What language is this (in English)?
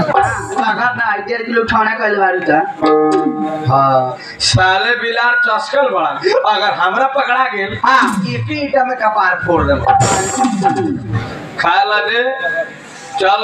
Bhojpuri